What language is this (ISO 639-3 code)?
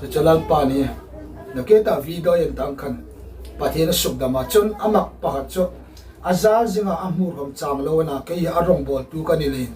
hmr